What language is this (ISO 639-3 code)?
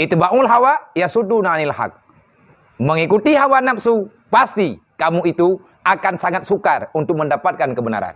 ace